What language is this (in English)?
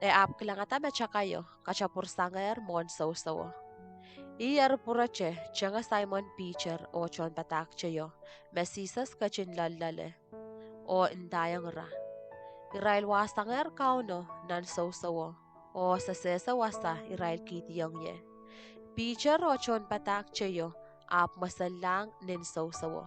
Pohnpeian